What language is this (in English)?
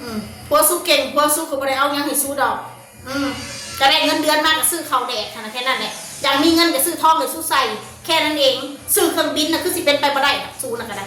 Northeastern Thai